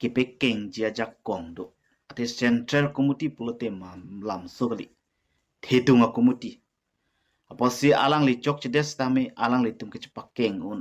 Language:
Karbi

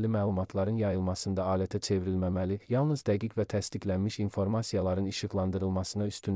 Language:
Azerbaijani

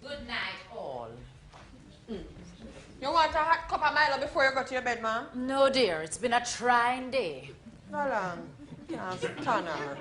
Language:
Jamaican Creole English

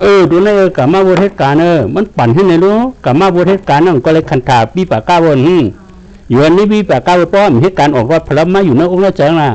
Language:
Shan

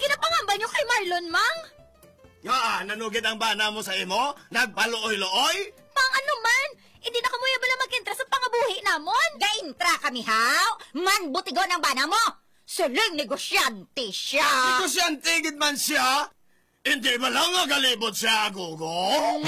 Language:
Hiligaynon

